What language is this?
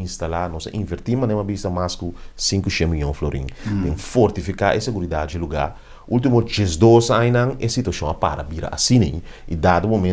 Papiamento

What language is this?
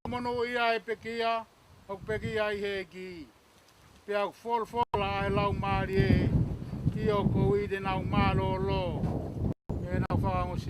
Tongan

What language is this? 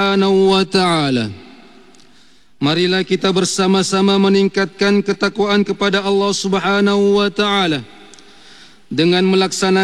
Malay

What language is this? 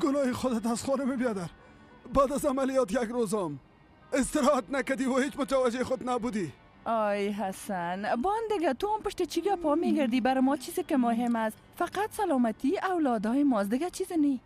Persian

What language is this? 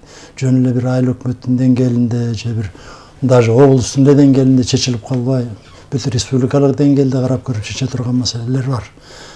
Kyrgyz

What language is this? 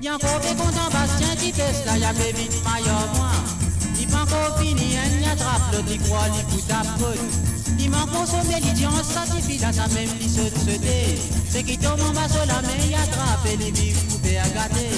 Morisyen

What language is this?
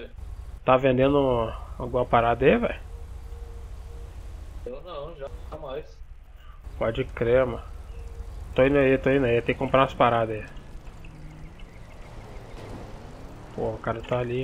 Portuguese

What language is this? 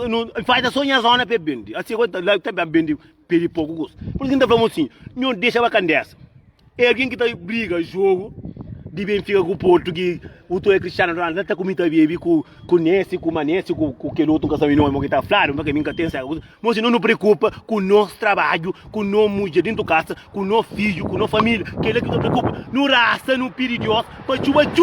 Kabuverdianu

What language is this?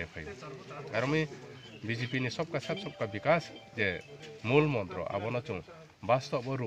Riang (India)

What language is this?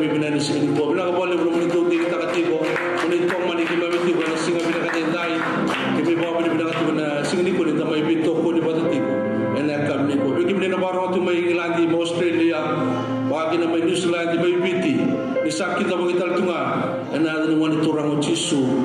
Fijian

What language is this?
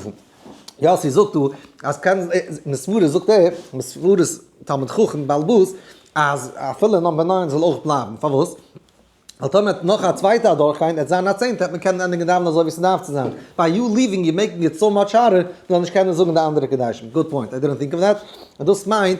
Yiddish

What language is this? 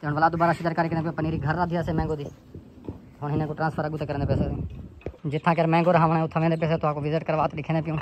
Saraiki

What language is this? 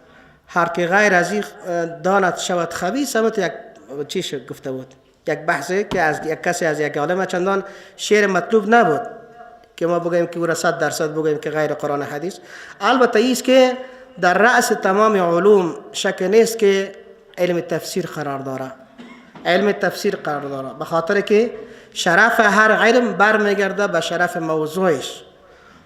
Persian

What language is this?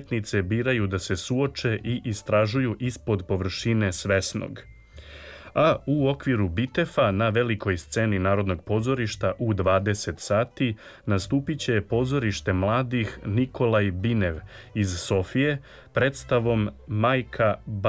Serbian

